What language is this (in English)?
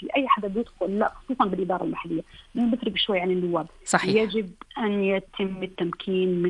North Levantine Arabic